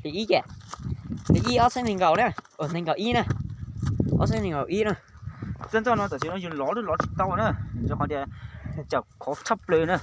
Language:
Hmong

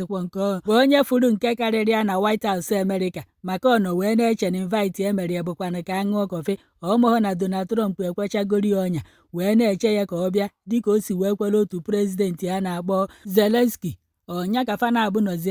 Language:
Igbo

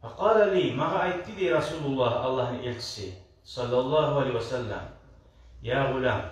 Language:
Kumyk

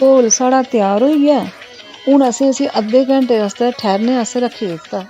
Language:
Dogri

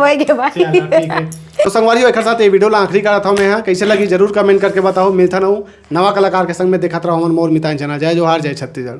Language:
Chhattisgarhi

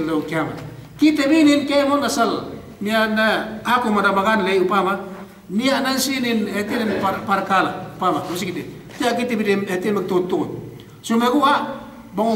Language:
Yakan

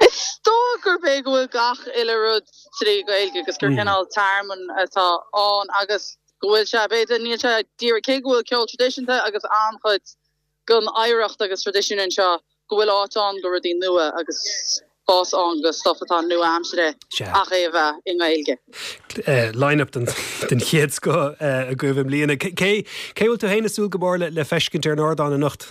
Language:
Irish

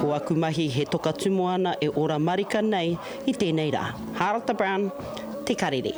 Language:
Māori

